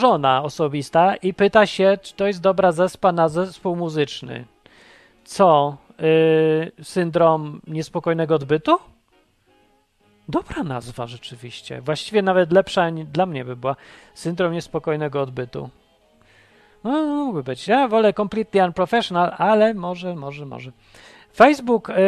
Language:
Polish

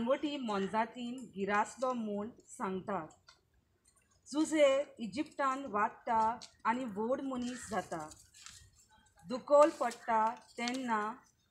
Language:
Konkani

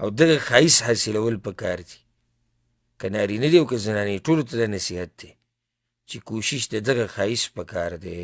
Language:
Pashto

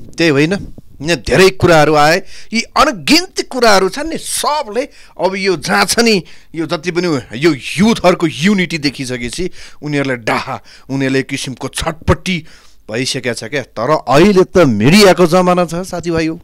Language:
Nepali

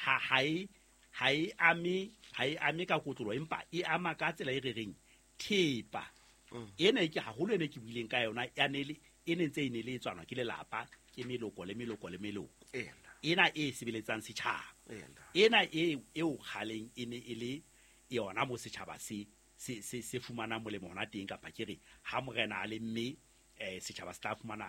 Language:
Southern Sotho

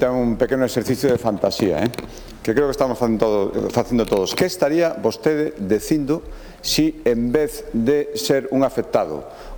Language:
Galician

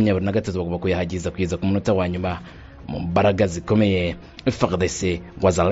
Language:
Kinyarwanda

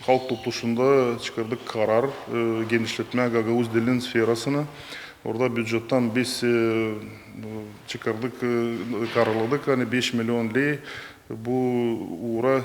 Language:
Gagauz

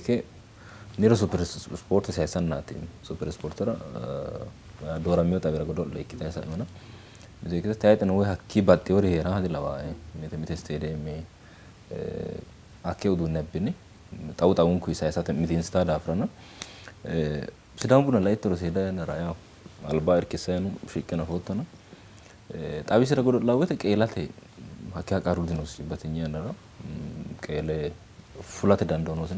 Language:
Sidamo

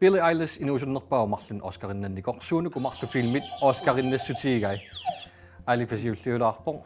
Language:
Kalaallisut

